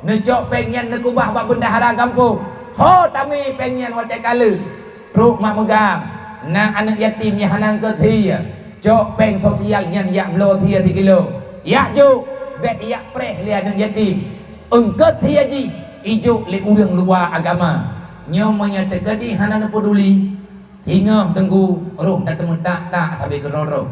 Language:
Achinese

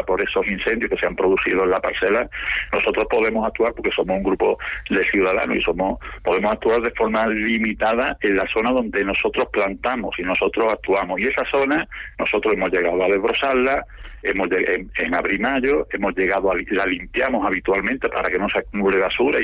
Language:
Spanish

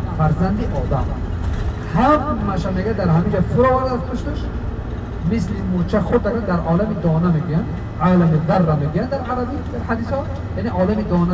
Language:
Tajik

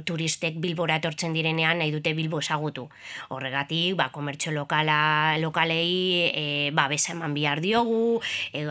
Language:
Basque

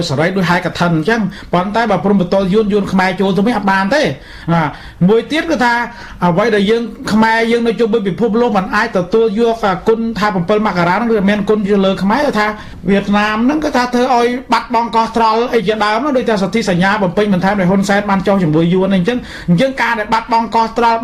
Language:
Khmer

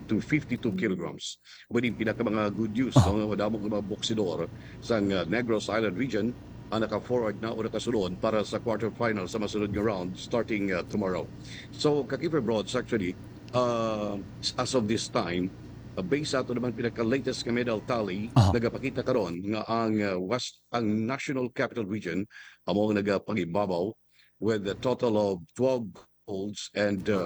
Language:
Hiligaynon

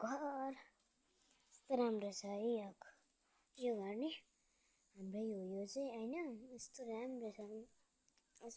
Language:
Nepali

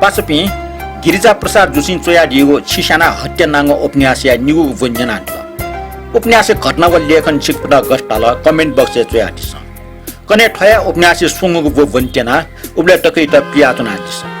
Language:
Newari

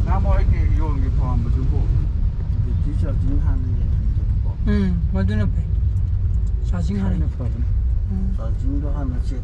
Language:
Manipuri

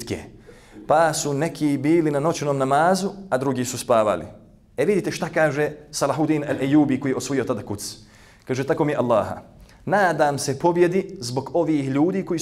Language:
Bosnian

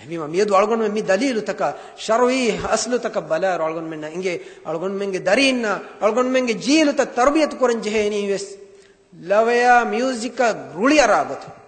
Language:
Divehi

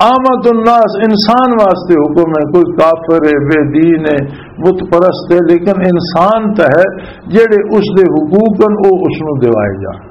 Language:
Western Panjabi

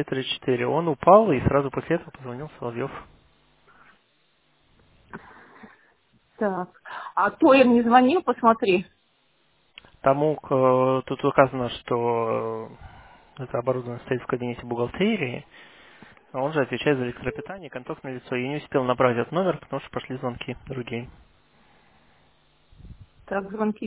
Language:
Russian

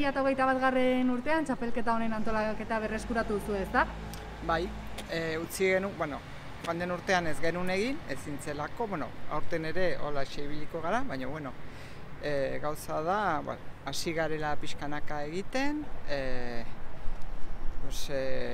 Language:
Basque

